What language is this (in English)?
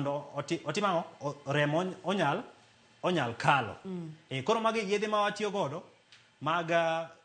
Luo (Kenya and Tanzania)